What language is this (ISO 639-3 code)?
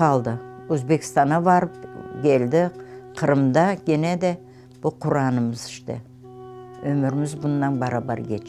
crh